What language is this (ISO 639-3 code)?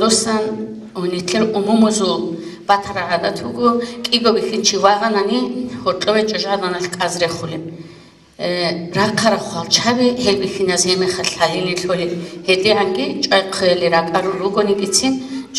ava